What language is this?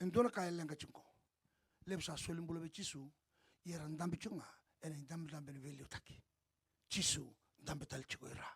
Fijian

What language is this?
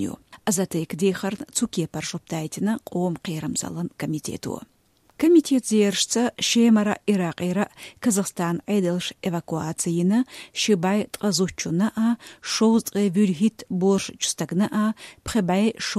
Chechen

